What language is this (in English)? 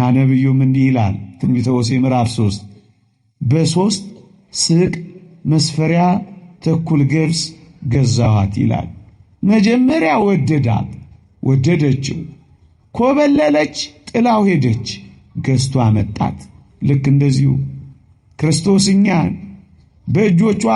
Amharic